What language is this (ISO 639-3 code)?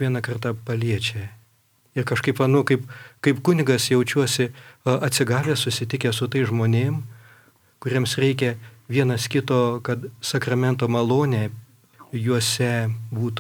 lit